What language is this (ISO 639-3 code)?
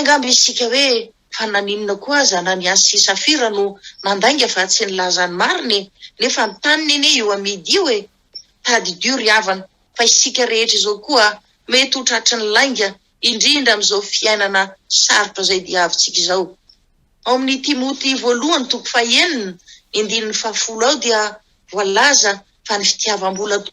mlg